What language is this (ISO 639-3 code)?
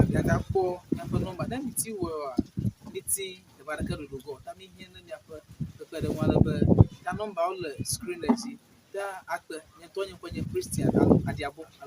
ewe